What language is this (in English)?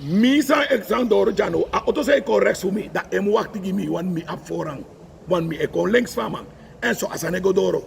Sranan Tongo